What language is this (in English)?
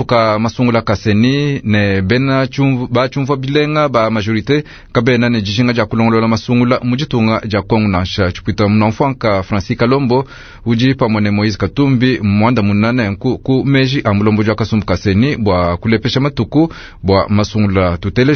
Luba-Lulua